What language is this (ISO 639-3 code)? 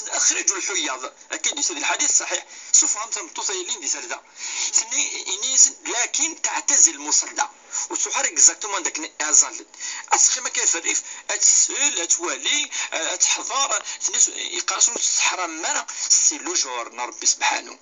kab